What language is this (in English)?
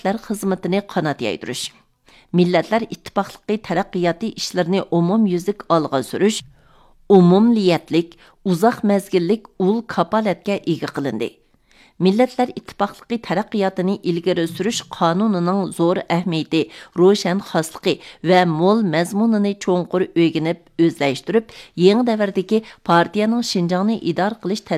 Uyghur